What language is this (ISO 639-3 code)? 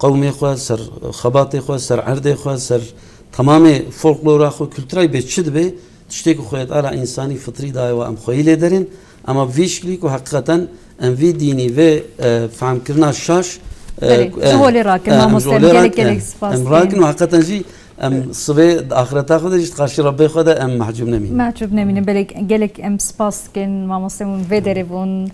kur